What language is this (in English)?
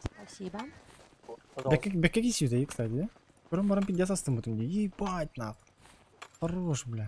Yakut